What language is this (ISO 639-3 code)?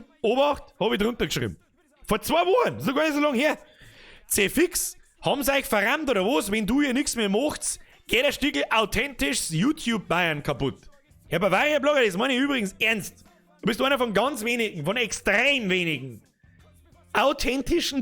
bar